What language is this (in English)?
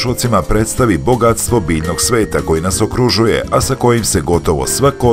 Serbian